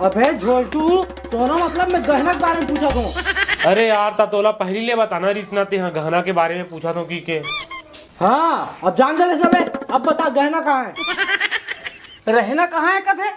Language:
Chhattisgarhi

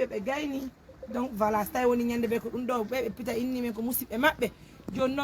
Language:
Pular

